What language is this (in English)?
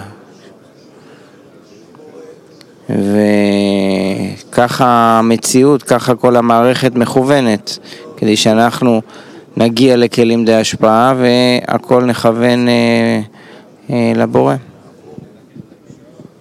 Hebrew